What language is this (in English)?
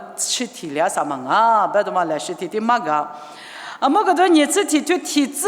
Lisu